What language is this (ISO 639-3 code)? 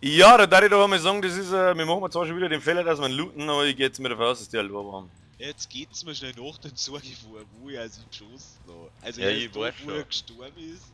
bar